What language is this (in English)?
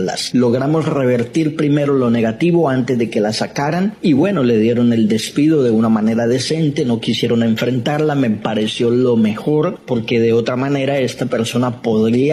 Spanish